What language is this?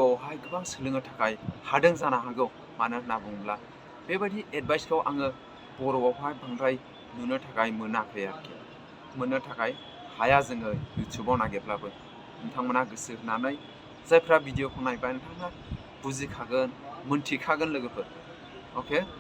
Bodo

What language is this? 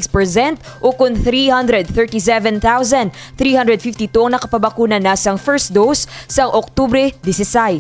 Hiligaynon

